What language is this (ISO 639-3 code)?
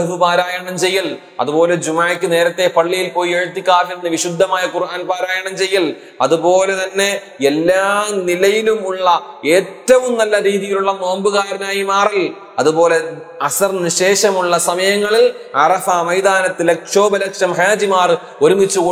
mal